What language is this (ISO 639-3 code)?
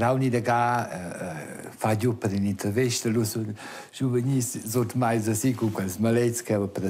roh